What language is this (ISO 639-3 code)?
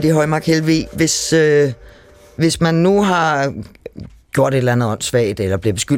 dan